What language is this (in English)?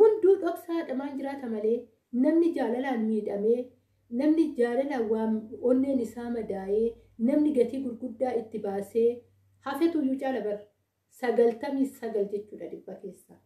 Oromo